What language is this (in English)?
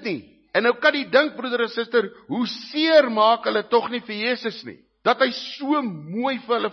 Afrikaans